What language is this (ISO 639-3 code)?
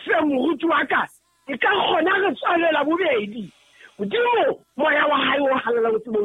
sot